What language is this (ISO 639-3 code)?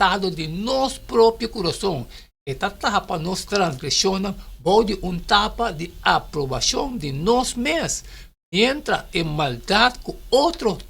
pap